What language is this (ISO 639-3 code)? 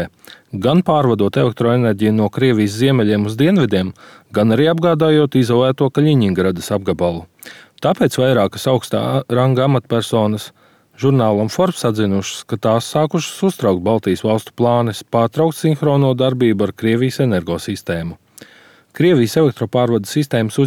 lav